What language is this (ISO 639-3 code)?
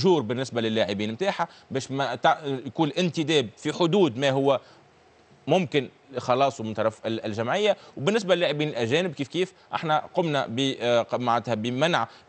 aeb